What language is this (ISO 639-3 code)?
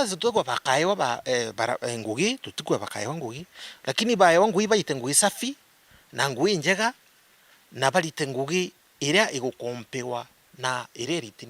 mer